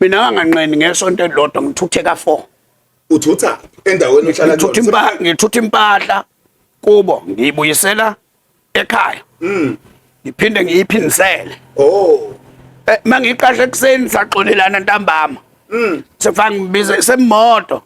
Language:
Zulu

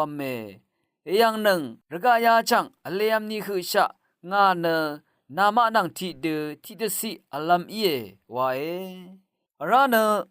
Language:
Rawang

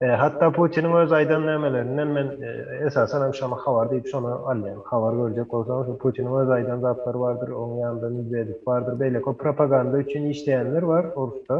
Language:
Turkmen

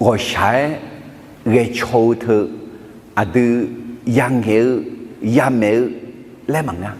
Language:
Akha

